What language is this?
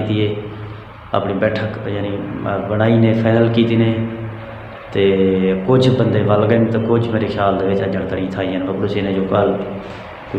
Saraiki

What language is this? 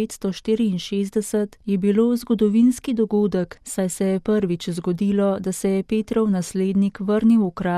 Slovenian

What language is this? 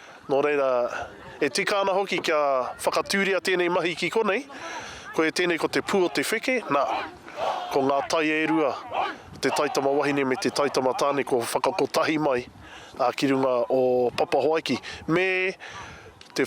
Māori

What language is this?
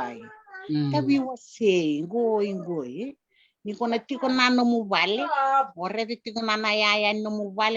Fijian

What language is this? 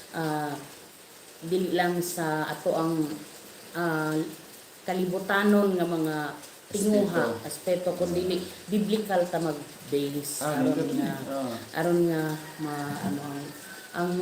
Cebuano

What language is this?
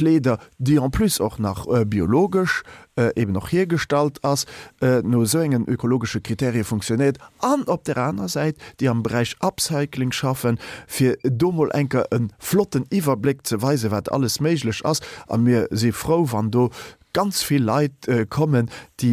Luxembourgish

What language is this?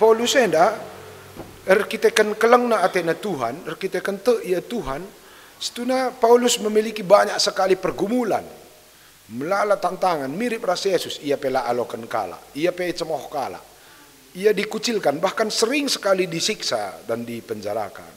Batak Karo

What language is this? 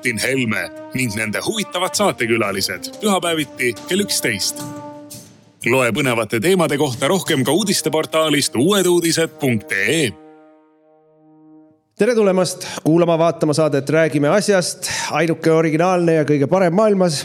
Estonian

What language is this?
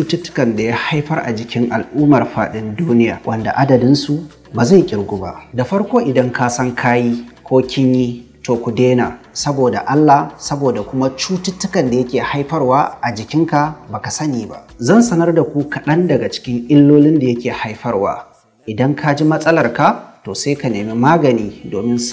Hausa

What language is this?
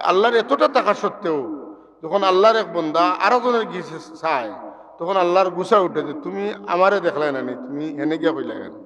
Sylheti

